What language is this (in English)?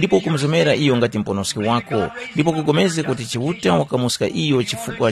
Tumbuka